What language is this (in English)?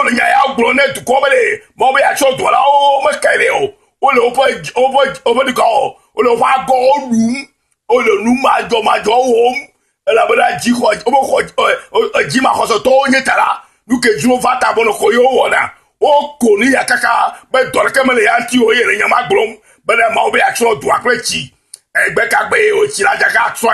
Ewe